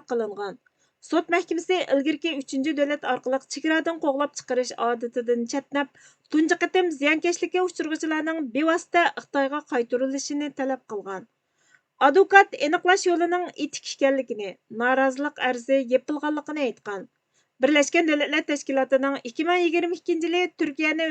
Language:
Uyghur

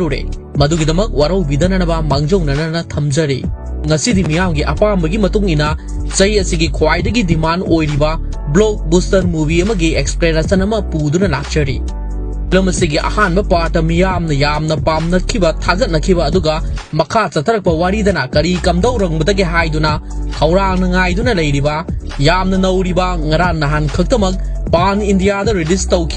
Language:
Manipuri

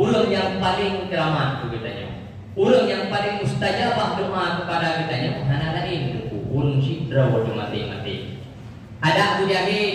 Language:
Achinese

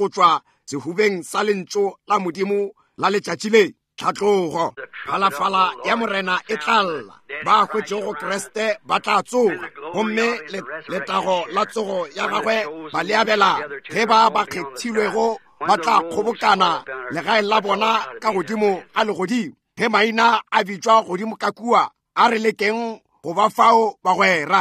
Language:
Northern Sotho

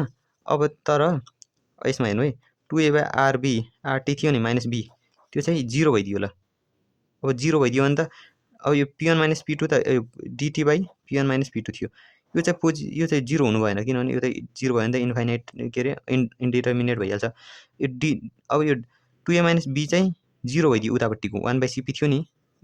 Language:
Nepali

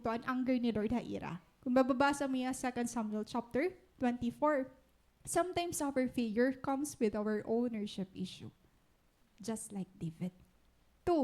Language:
Waray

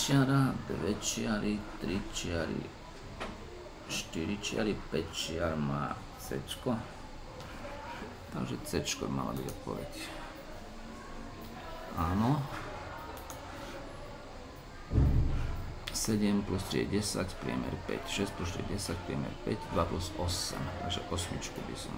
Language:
Slovak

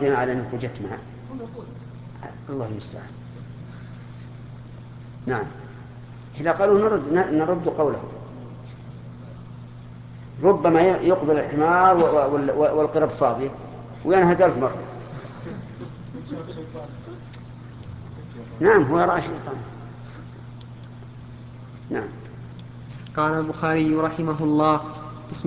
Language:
Arabic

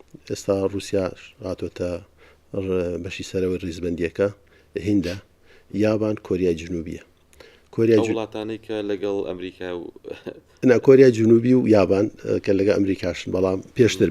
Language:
Central Kurdish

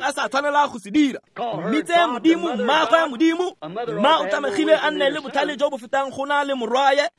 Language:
Tswana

